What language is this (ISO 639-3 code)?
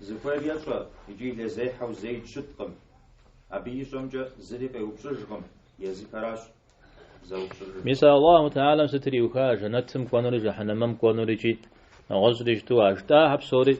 kbd